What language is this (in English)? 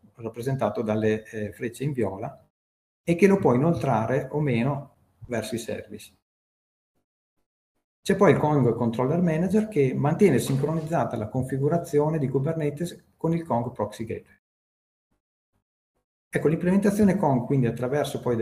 Italian